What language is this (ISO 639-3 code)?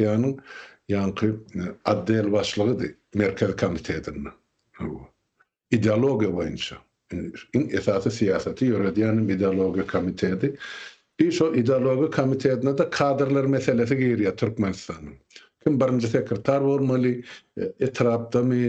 tuk